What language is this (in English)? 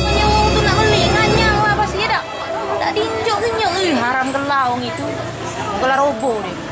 Musi